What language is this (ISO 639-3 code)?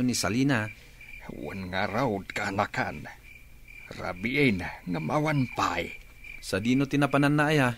ilo